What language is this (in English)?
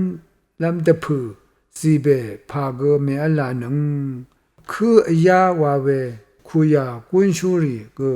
Rawang